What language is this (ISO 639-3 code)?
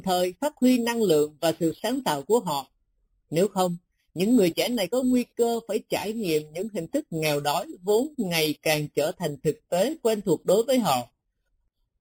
vie